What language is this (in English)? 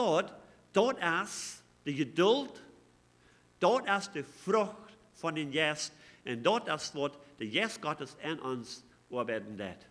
Plautdietsch